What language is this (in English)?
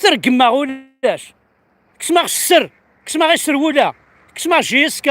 Kabyle